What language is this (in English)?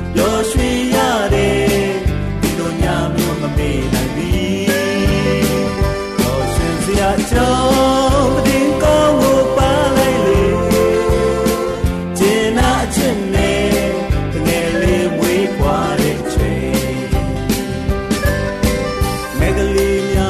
Burmese